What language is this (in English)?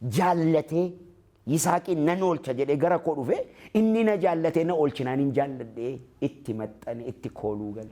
Oromo